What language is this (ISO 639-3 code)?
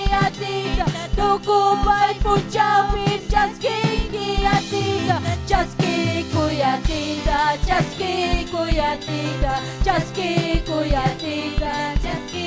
quy